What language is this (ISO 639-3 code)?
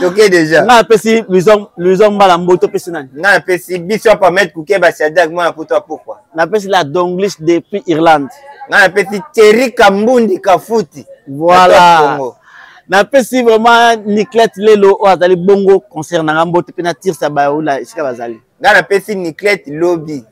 lin